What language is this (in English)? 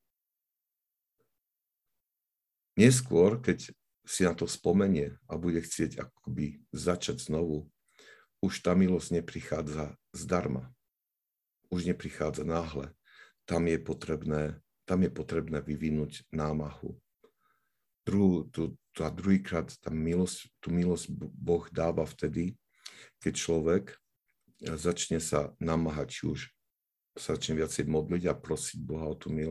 Slovak